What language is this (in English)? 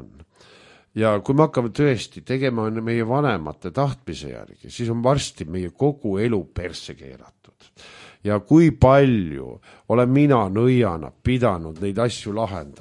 Estonian